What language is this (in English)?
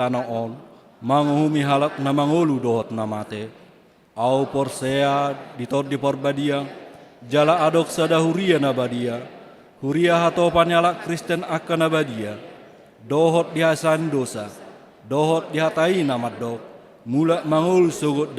Batak Toba